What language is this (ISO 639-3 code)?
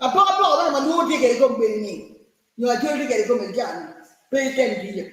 ach